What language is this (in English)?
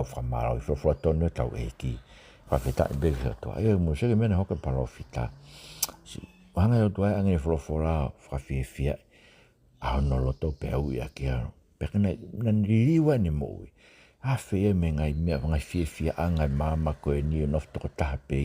Tongan